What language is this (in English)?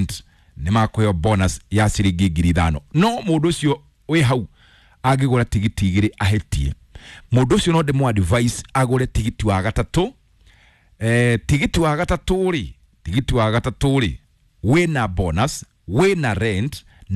Kikuyu